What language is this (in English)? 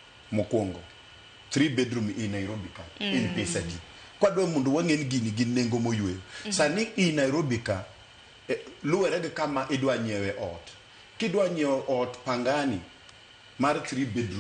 Luo (Kenya and Tanzania)